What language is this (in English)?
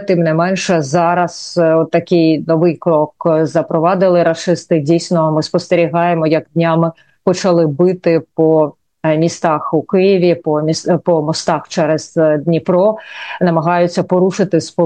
Ukrainian